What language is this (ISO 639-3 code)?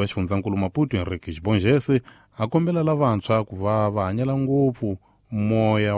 tso